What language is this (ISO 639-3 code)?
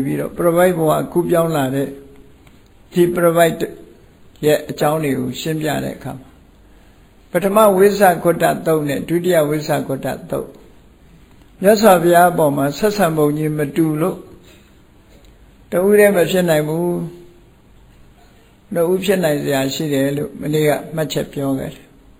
mya